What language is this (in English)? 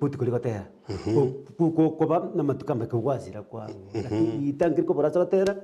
Gusii